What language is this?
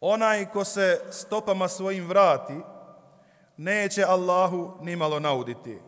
Bosnian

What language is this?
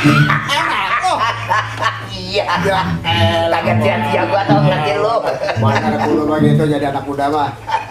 Betawi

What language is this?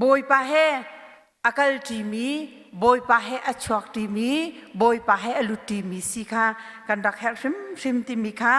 Hakha Chin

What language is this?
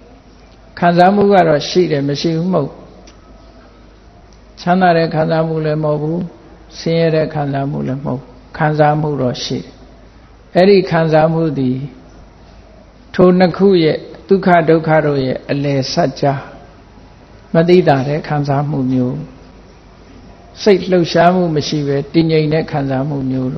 Burmese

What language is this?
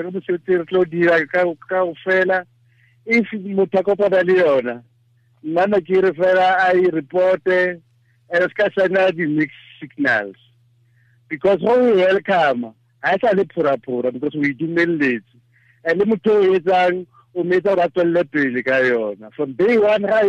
Tswana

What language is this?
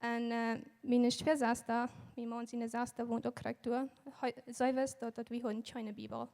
Plautdietsch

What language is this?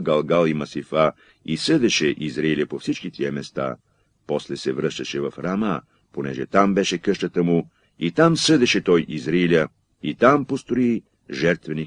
Bulgarian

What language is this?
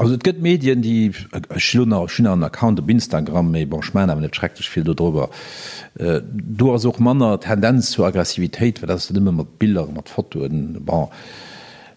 Luxembourgish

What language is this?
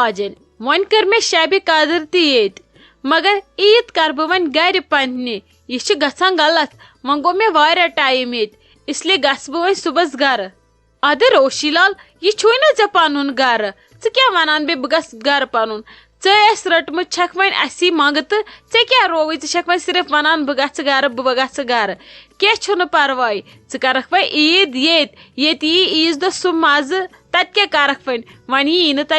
Kashmiri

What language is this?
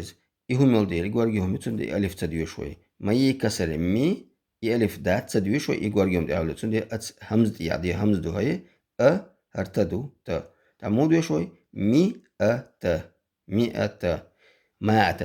Chechen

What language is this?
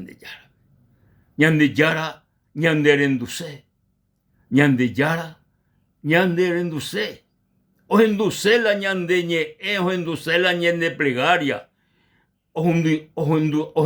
Guarani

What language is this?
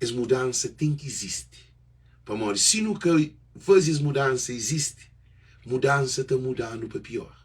Kabuverdianu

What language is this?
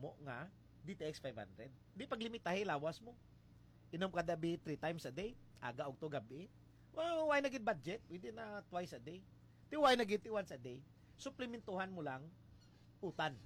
Hiligaynon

